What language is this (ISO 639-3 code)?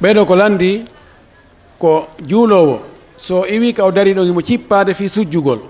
fuf